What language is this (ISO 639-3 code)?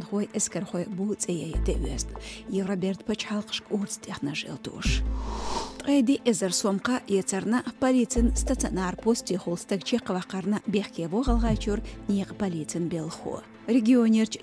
che